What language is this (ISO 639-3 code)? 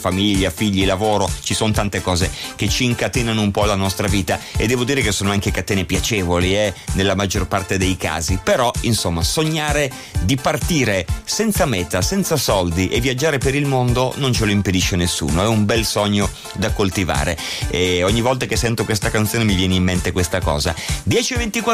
ita